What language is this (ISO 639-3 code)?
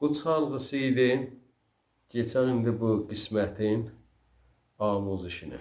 azb